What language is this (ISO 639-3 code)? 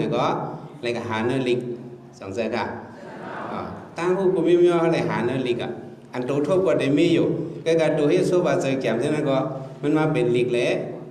shn